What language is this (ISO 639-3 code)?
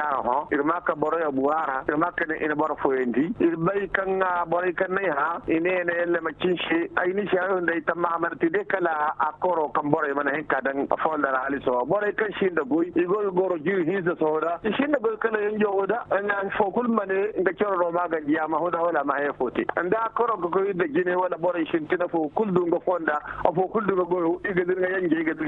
dje